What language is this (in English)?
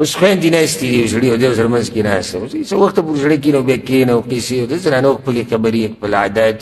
Pashto